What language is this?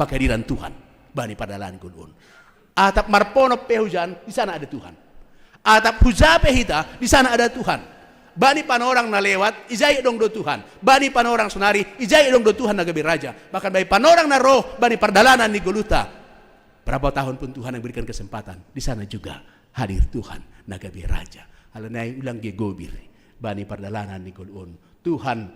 Batak Simalungun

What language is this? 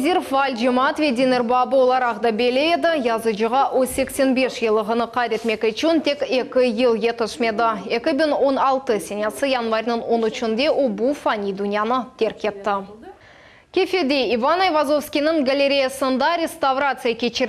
Crimean Tatar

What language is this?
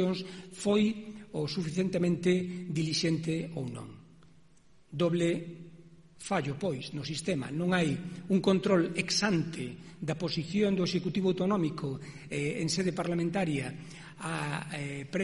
Galician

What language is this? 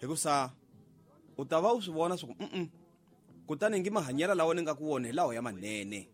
Tsonga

